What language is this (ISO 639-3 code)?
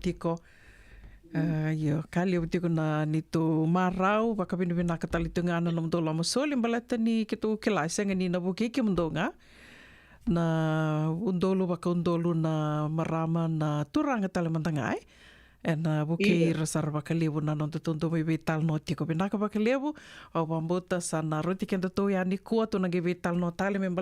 fij